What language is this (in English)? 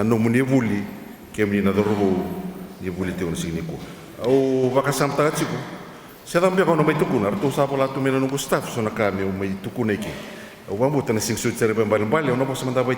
Fijian